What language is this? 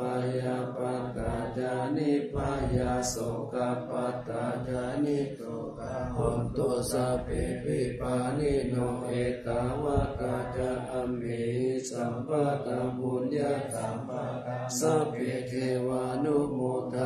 Pali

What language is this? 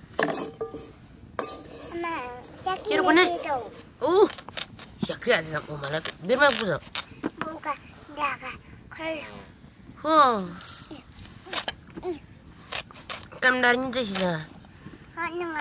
Malay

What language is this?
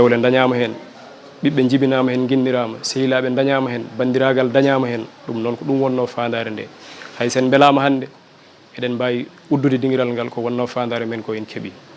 Fula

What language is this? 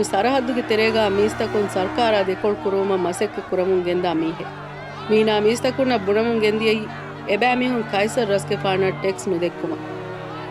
Divehi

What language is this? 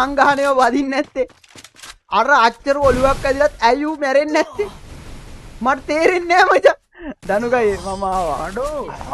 Sinhala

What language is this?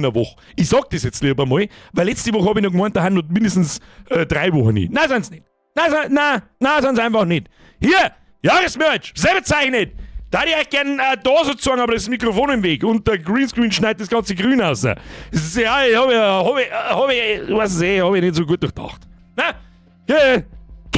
Bavarian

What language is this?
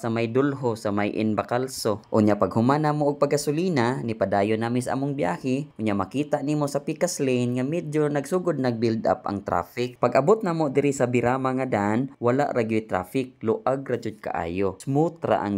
Cebuano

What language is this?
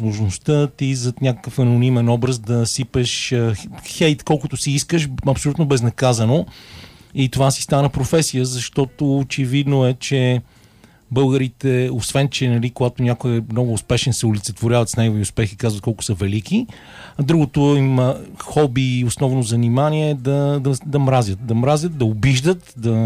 Bulgarian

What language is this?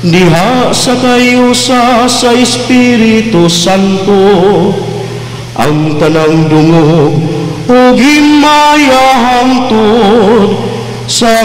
Cebuano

